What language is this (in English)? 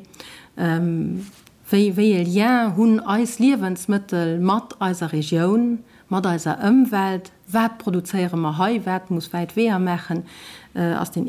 Luxembourgish